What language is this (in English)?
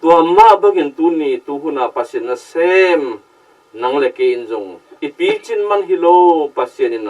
Tedim Chin